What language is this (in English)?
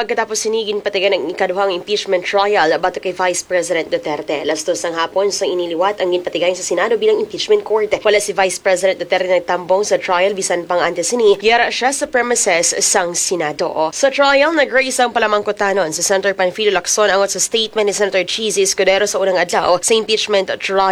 Hiligaynon